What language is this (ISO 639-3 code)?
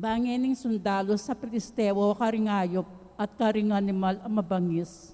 pam